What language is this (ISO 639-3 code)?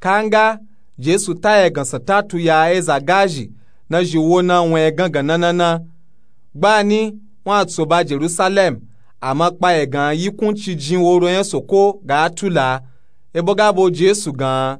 nup